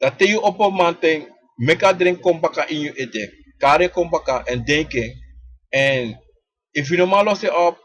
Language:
Sranan Tongo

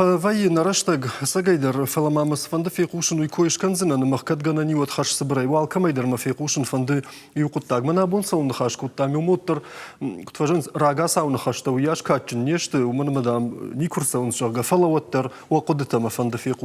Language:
Ossetic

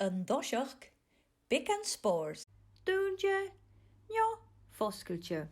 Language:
Scottish Gaelic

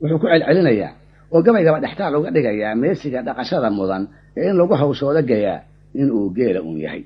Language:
Somali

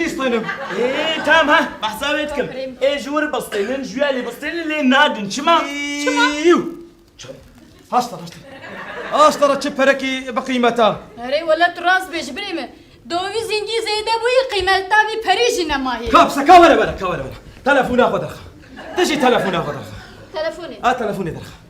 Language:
Kurdish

